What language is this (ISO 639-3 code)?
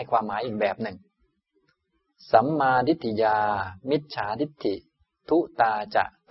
tha